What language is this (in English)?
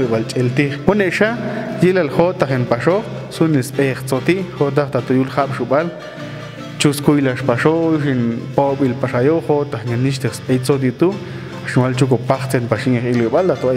Popti'